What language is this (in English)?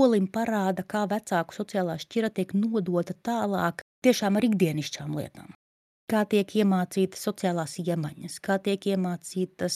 Latvian